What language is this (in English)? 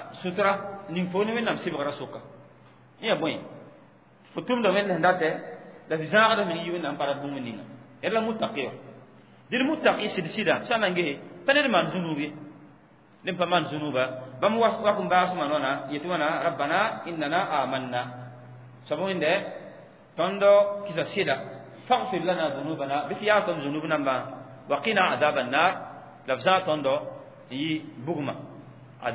Mossi